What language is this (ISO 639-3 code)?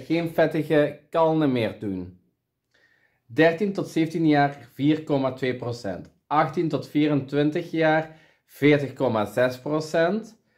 nld